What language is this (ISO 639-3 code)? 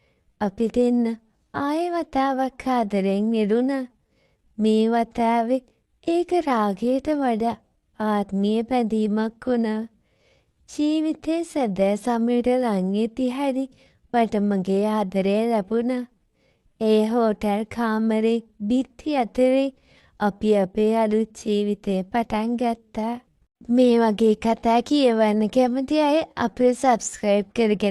sin